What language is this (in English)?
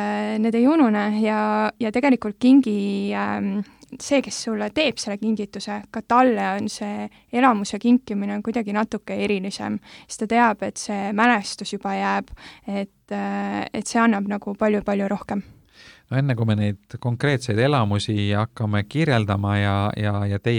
Estonian